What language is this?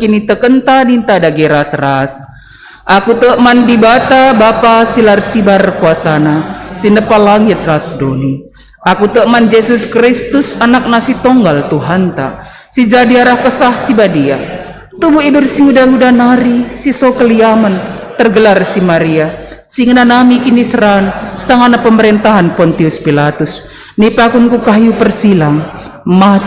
Batak Karo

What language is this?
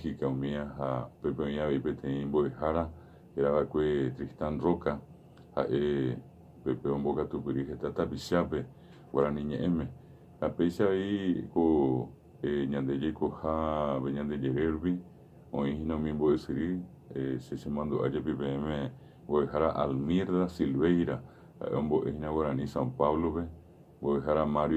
Guarani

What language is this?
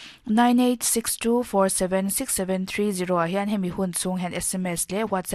Mizo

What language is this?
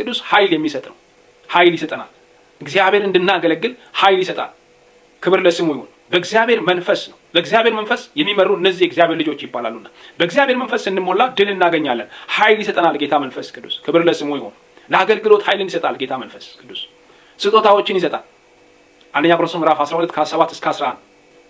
Amharic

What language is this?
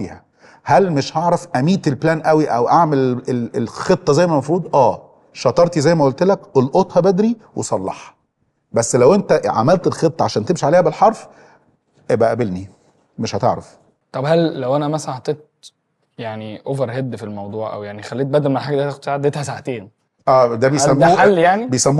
Egyptian Arabic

